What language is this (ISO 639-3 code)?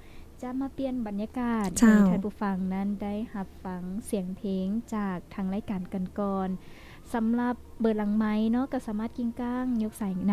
lao